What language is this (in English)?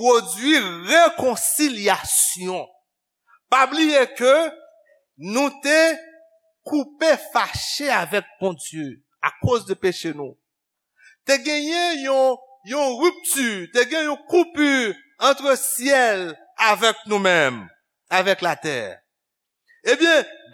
Haitian Creole